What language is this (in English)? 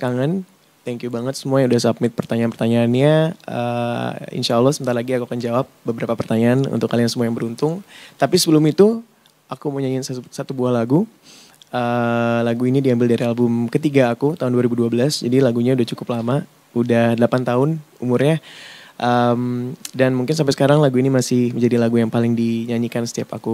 Indonesian